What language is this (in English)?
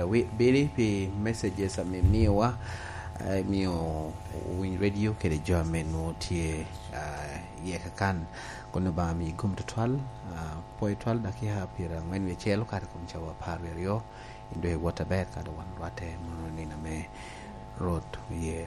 Lango (Uganda)